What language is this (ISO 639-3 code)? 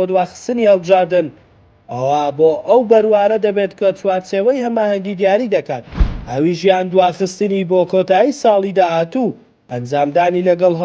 ckb